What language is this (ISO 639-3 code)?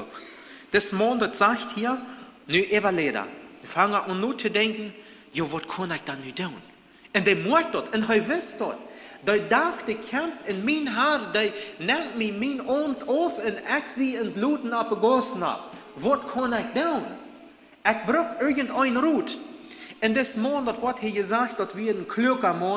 pdt